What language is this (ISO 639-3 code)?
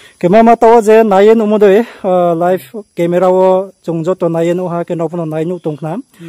ria